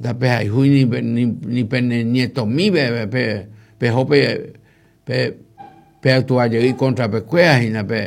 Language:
Guarani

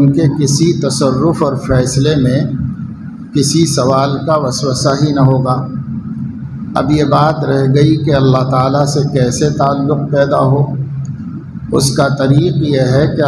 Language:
Urdu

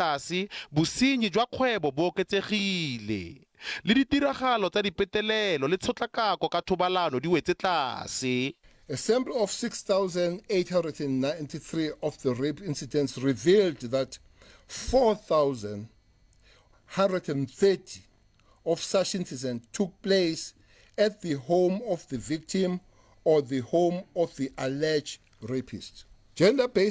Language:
Tswana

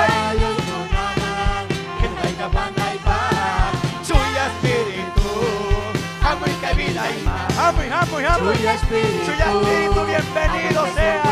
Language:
Ayacucho Quechua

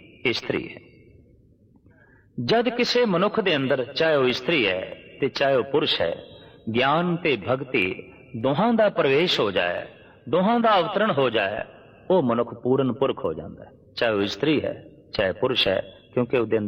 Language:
Punjabi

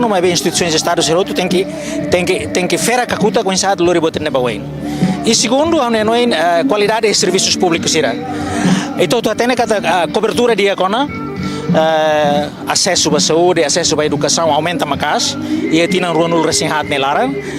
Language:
Tetum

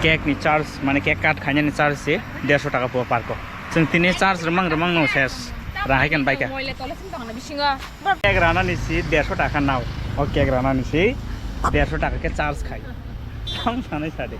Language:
Kok Borok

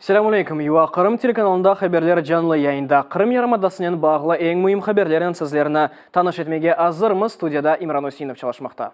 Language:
Crimean Tatar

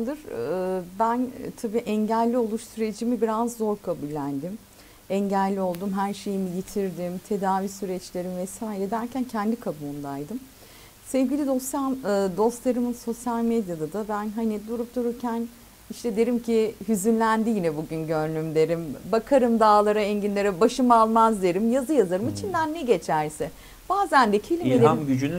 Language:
Turkish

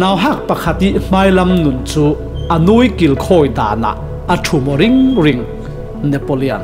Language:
Falam Chin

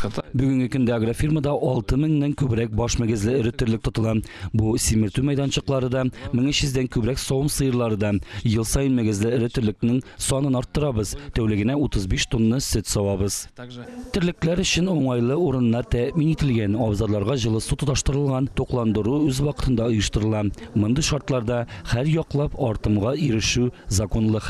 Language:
Tatar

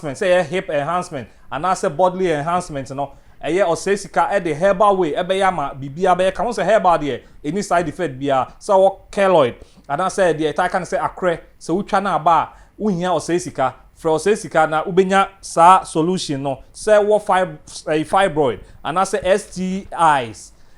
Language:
Akan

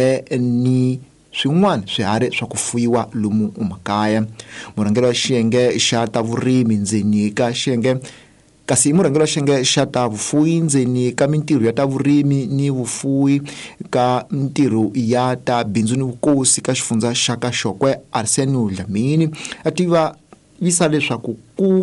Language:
Tsonga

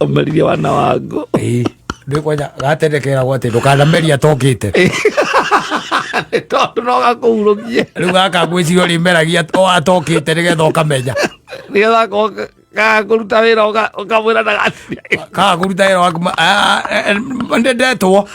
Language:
Kikuyu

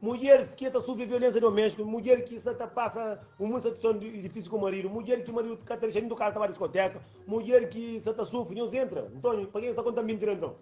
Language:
Kabuverdianu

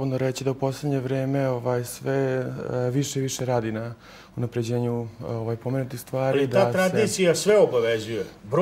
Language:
Serbian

